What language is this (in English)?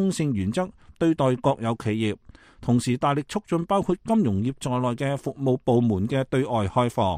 Cantonese